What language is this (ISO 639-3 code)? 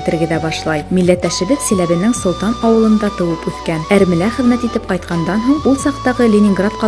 bak